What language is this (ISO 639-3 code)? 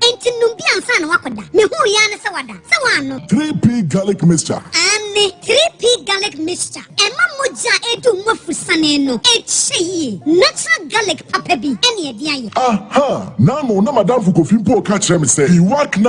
aka